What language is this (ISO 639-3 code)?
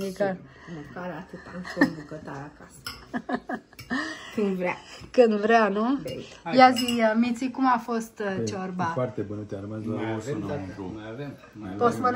ron